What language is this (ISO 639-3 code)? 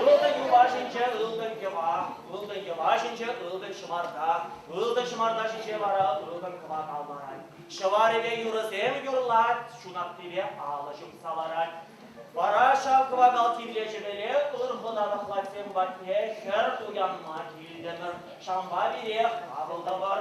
chv